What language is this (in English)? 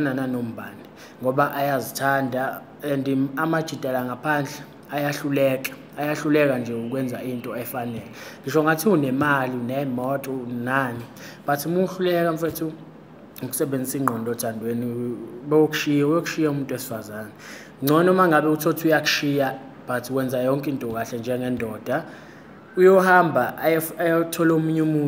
Zulu